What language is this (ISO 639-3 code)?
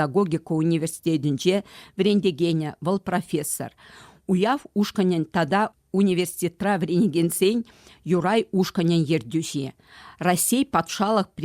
chv